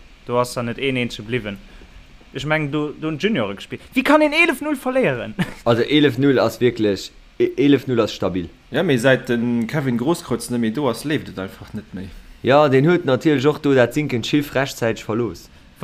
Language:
Luxembourgish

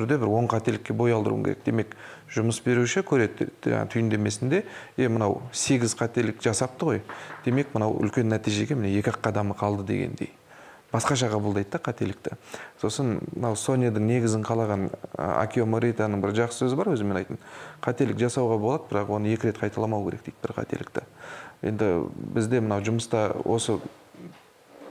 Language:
Kazakh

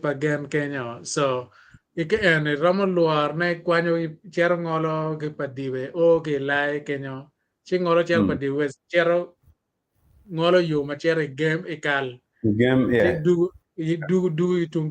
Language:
Acoli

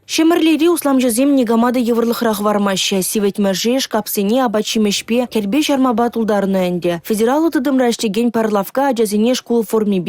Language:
Chuvash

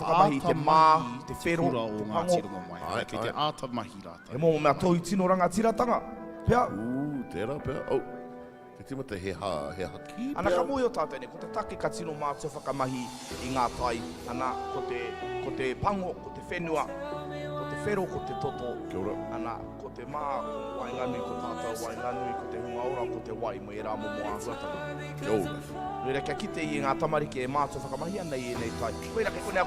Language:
Māori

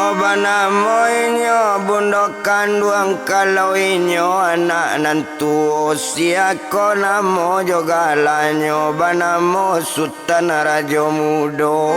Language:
Minangkabau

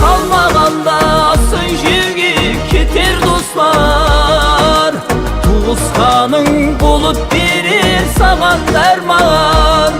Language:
Kara-Kalpak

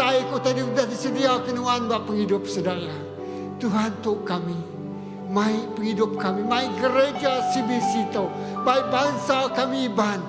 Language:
Iban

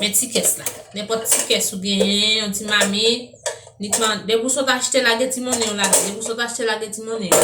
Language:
Haitian Creole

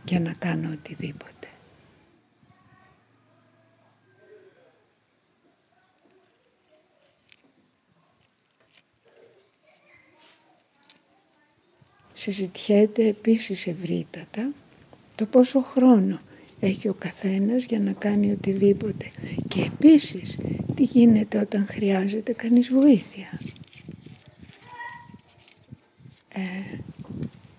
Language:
Greek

